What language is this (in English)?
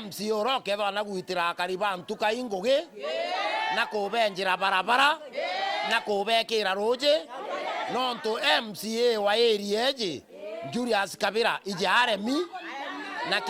Meru